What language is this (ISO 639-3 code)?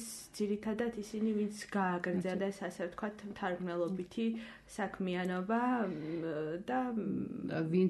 kat